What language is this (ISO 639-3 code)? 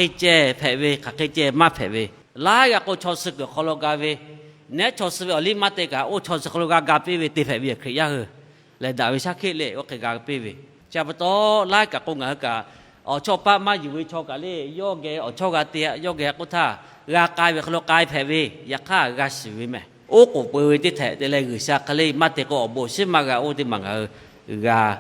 lhu